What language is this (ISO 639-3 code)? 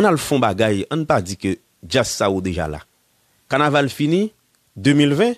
hat